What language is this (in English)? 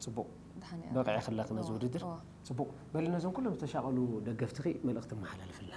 Tigrinya